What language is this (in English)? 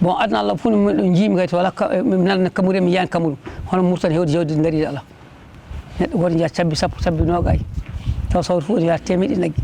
Fula